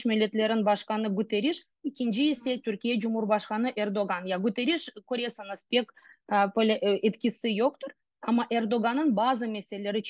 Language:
Crimean Tatar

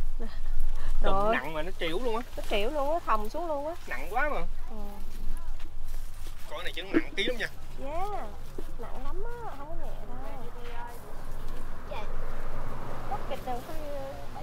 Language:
Vietnamese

